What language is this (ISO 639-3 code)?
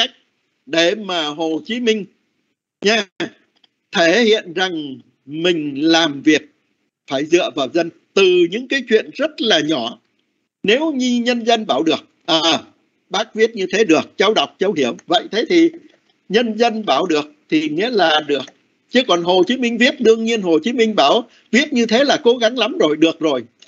vie